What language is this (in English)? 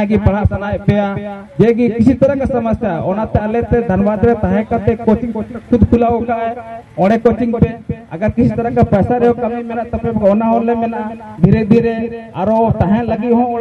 Santali